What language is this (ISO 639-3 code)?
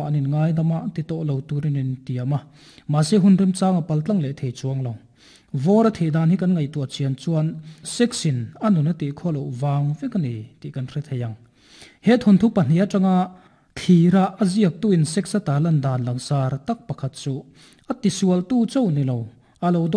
lus